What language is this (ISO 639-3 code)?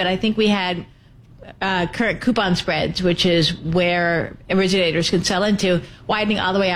eng